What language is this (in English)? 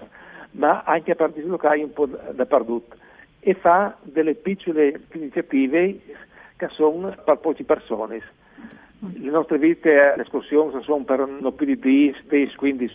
Friulian